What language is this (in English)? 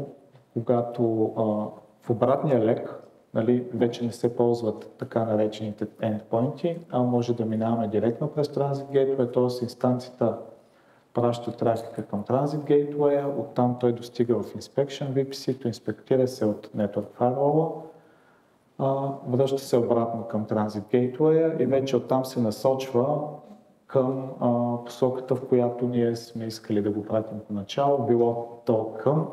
Bulgarian